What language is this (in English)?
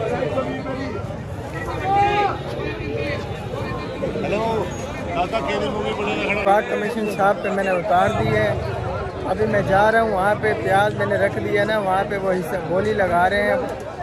Hindi